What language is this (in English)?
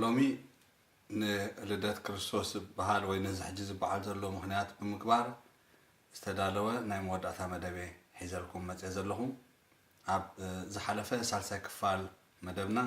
Tigrinya